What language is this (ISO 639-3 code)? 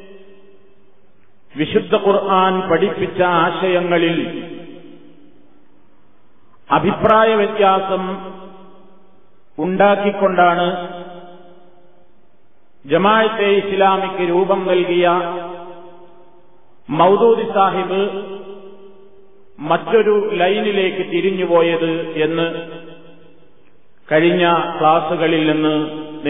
mal